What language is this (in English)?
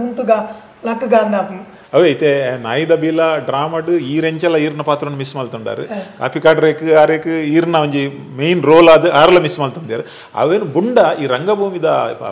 Tulu